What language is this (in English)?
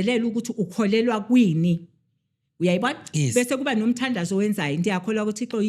Zulu